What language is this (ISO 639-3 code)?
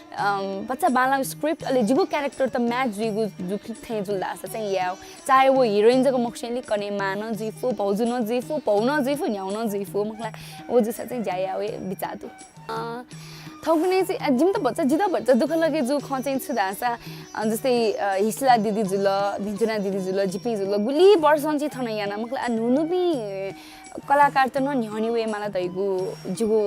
new